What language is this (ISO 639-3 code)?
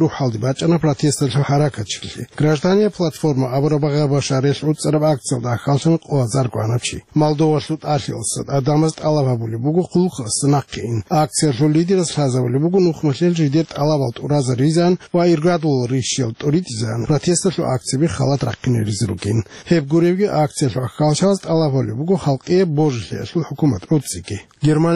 ava